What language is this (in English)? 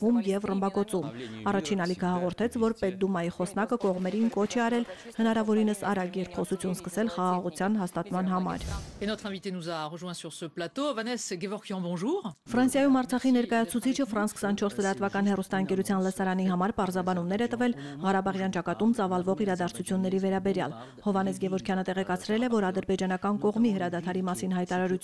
Armenian